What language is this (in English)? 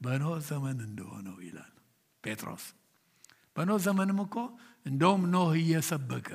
Amharic